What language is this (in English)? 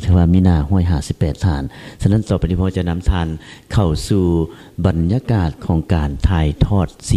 Lao